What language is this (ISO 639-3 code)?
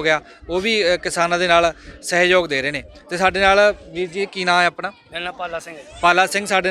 pan